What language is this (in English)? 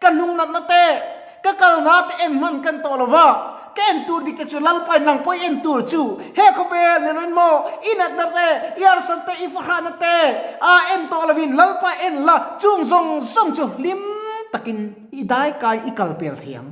Mizo